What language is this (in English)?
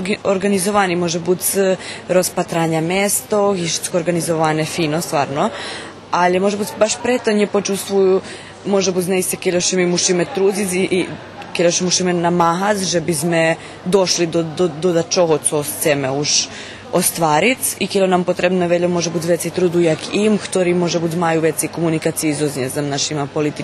Rusyn